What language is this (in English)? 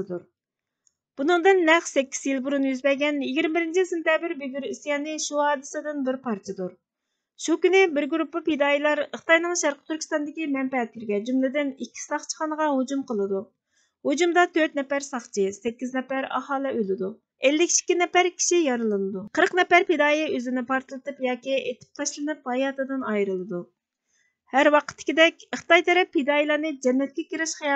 Uyghur